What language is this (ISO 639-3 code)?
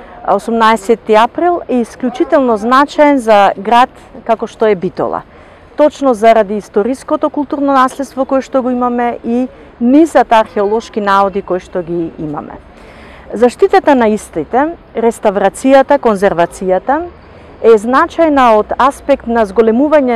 mkd